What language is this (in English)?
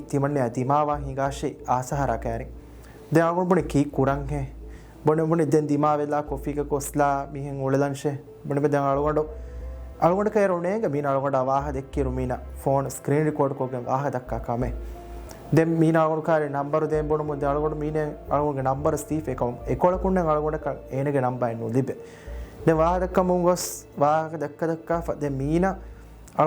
Divehi